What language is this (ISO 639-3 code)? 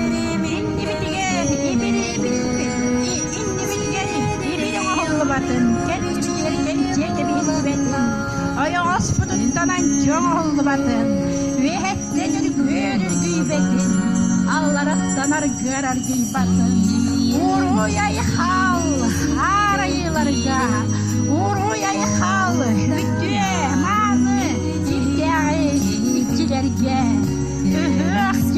sah